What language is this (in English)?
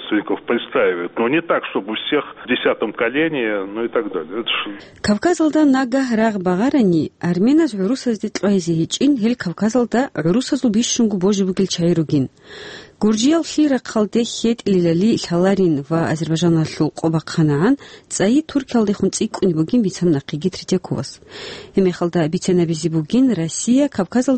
Avaric